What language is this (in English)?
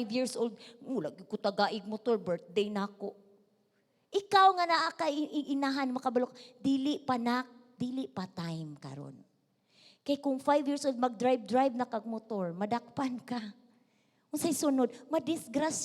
Cebuano